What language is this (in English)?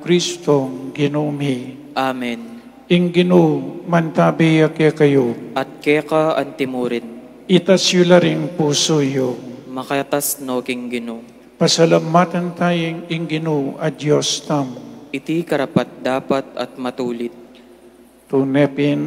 Pampanga